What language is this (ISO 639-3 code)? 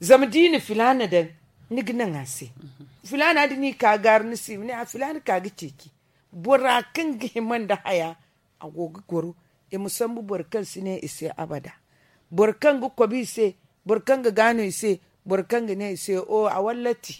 dje